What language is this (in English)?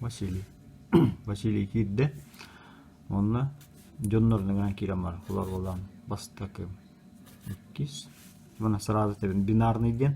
Yakut